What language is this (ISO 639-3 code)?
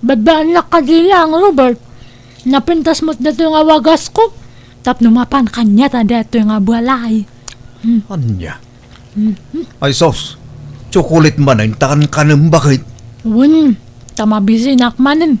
ilo